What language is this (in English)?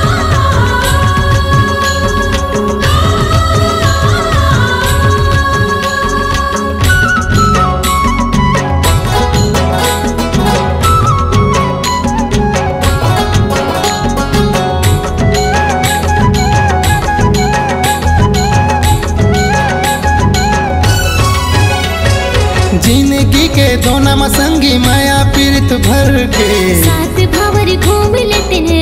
Chhattisgarhi